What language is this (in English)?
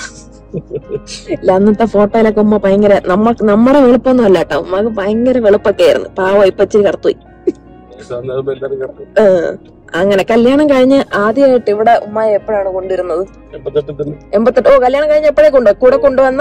Malayalam